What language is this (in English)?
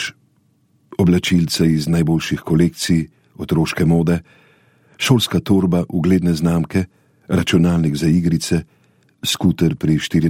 Slovenian